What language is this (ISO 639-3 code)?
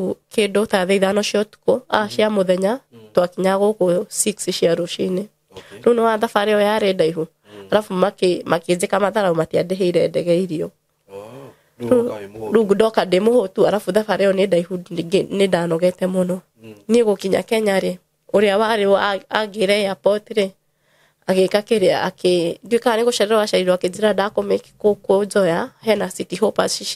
kik